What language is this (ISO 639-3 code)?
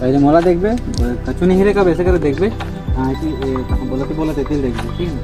hne